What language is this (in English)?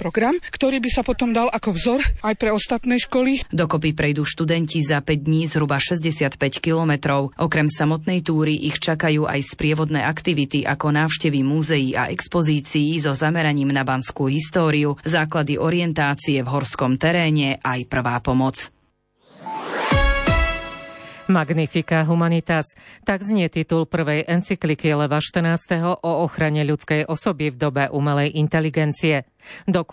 Slovak